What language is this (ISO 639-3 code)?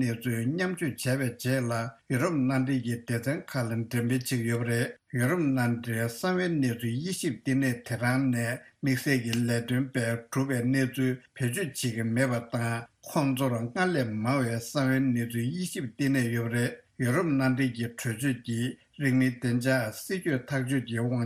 bod